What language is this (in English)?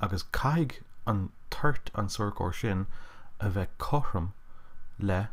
Irish